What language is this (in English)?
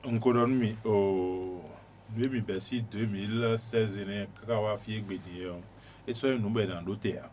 Fon